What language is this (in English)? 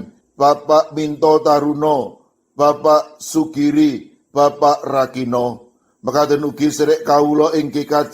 Javanese